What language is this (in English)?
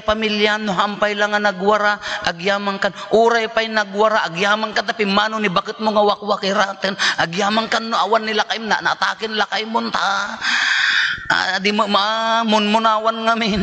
Iloko